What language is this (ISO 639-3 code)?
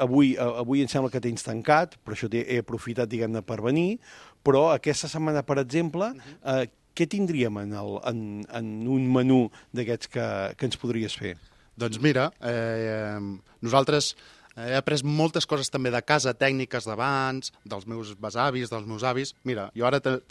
cat